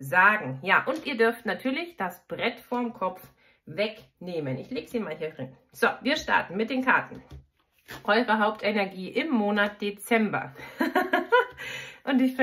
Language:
German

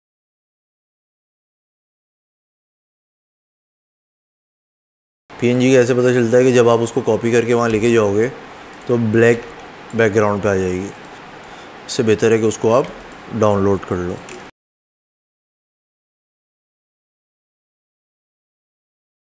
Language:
Hindi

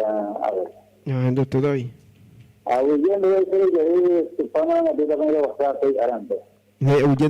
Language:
Guarani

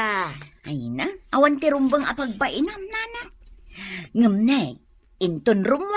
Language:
Iloko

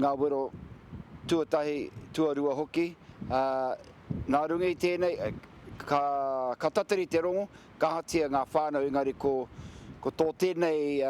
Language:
Māori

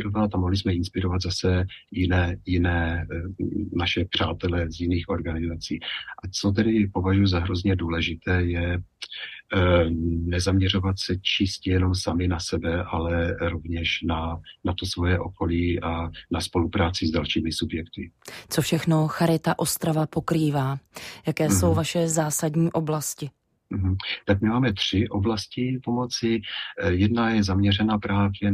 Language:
Czech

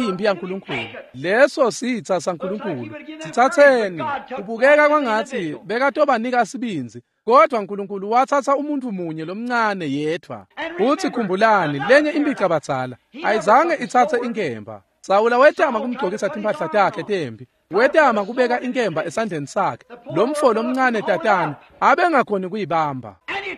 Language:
Swati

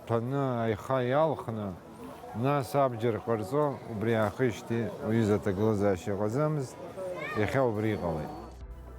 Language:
Abkhazian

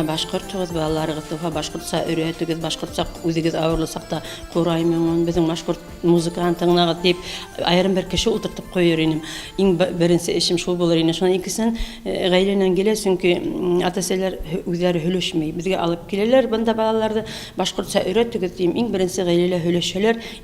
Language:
Bashkir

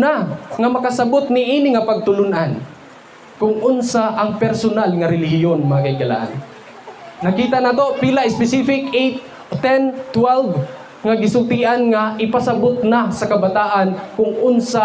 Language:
Cebuano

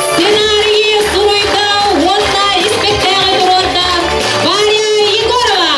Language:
Yakut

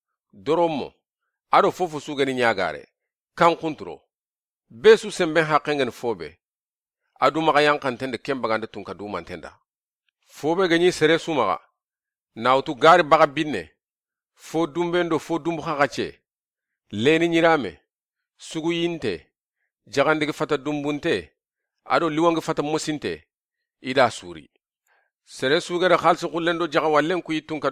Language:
Soninke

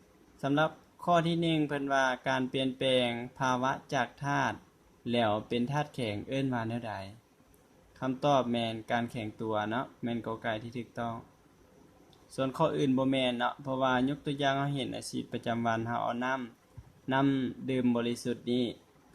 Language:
Lao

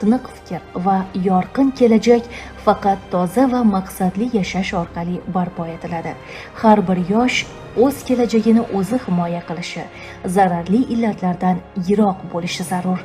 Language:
Uzbek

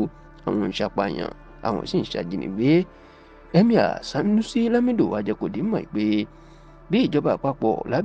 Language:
Yoruba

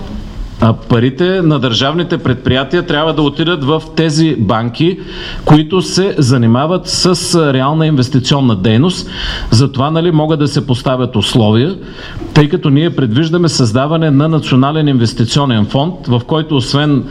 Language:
Bulgarian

